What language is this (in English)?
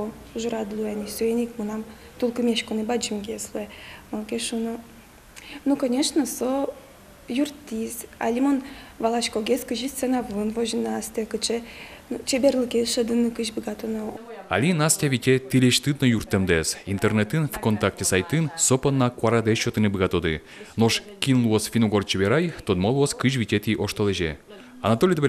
Udmurt